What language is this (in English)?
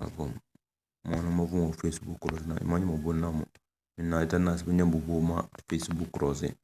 Tem